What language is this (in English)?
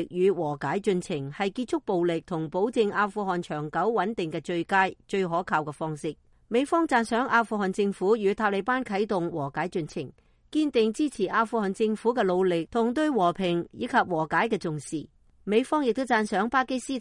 Cantonese